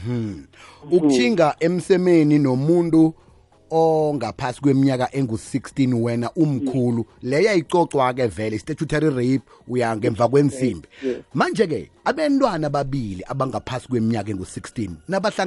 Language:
South Ndebele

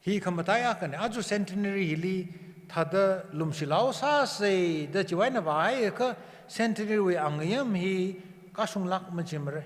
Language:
Tangkhul Naga (India)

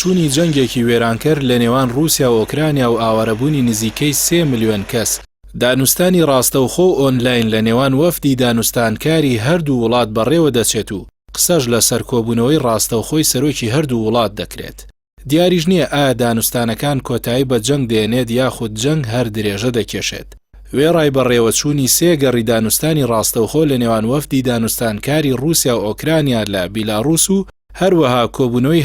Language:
Central Kurdish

